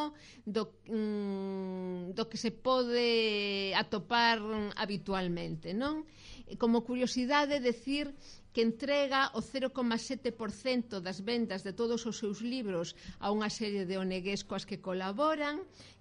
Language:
Galician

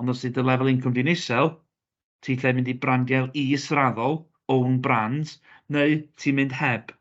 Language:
Welsh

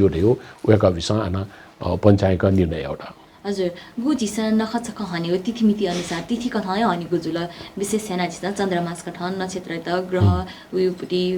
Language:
Newari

